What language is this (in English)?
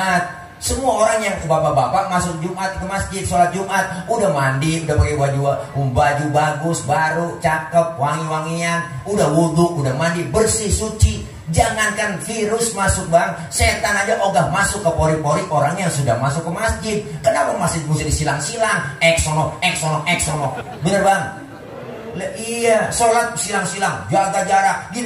Betawi